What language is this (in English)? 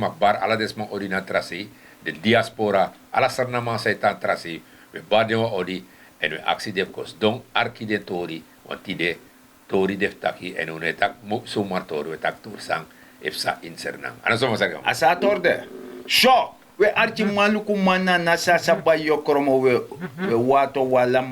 Sranan Tongo